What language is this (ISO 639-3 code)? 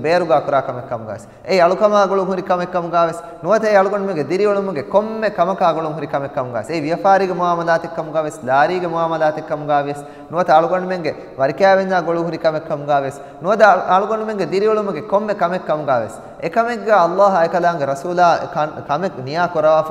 div